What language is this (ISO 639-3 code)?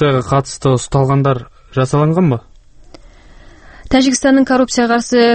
kaz